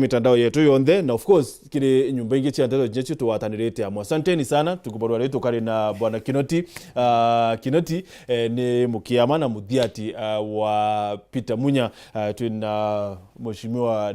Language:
Meru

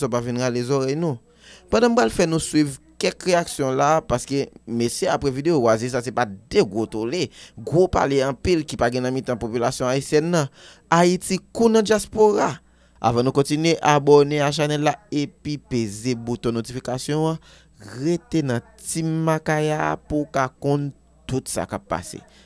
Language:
Haitian Creole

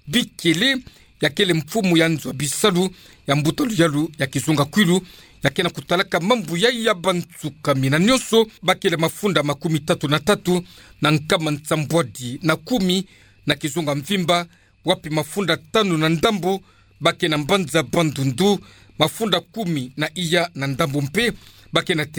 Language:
Kituba (Democratic Republic of Congo)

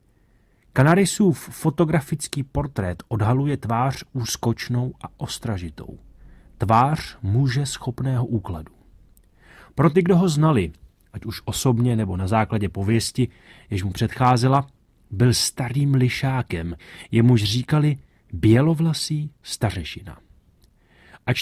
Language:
Czech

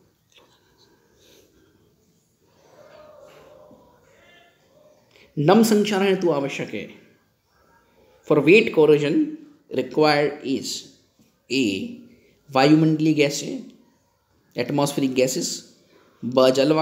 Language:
Hindi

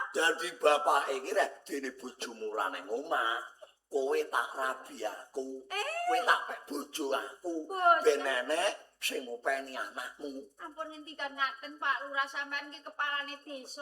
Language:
Javanese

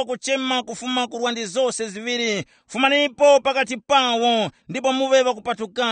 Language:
Tumbuka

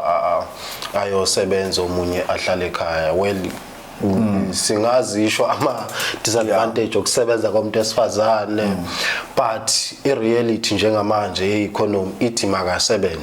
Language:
Zulu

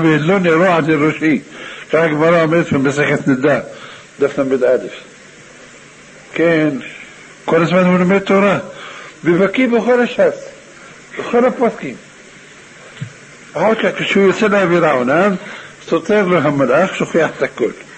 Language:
Hebrew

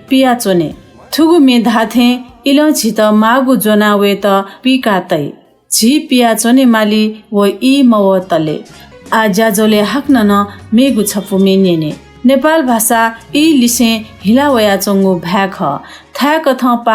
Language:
Newari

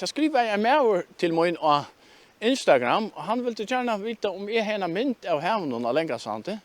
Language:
Faroese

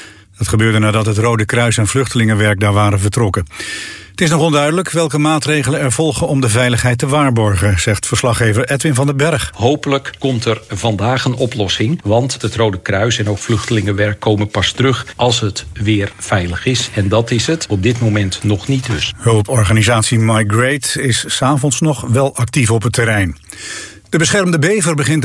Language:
Dutch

